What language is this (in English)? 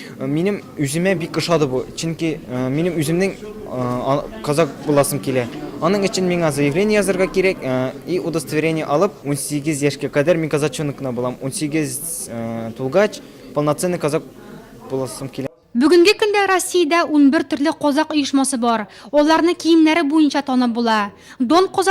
Tatar